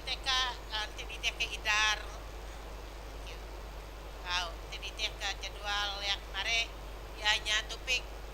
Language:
Iban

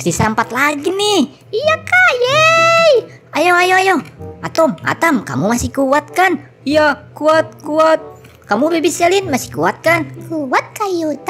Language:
Indonesian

